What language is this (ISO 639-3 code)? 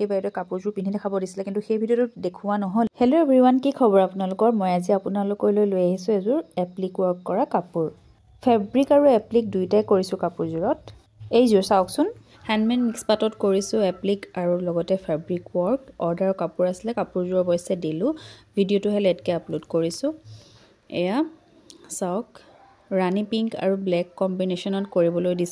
asm